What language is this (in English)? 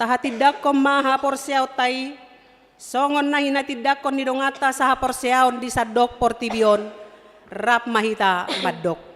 Batak Toba